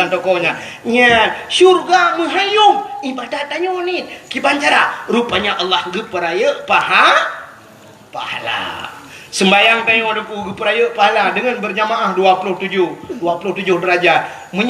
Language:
Achinese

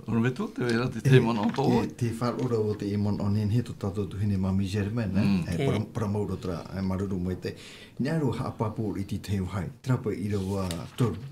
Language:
Tahitian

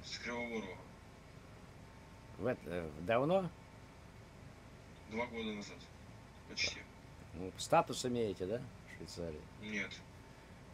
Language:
Russian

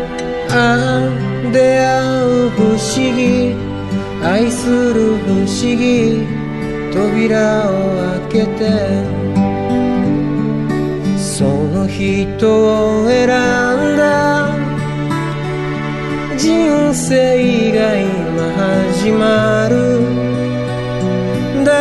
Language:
Japanese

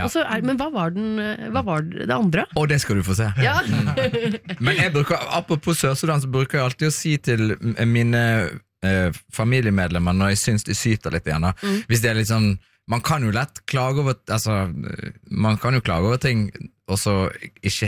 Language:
Norwegian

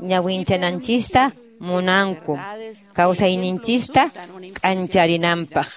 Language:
Quechua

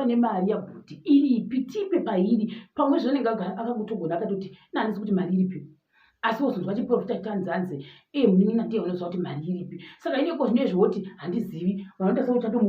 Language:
Shona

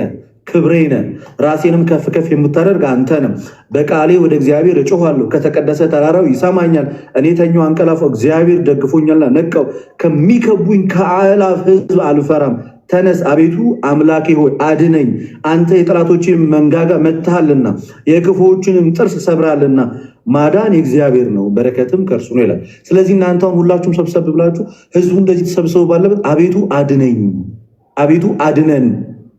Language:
Amharic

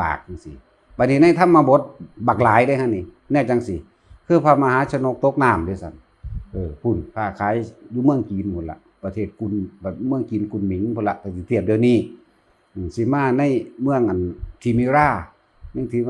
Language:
Northeastern Thai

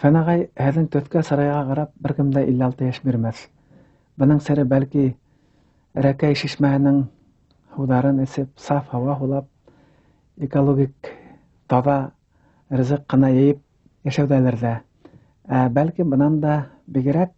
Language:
Bashkir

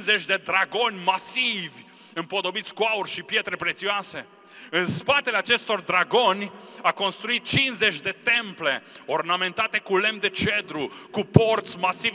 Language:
Romanian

